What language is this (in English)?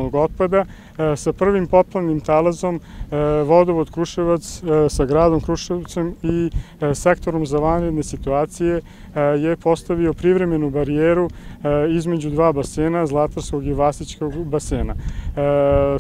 Serbian